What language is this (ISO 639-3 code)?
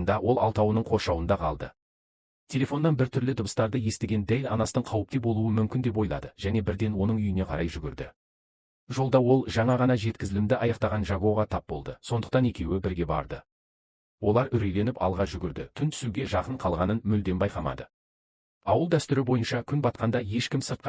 kaz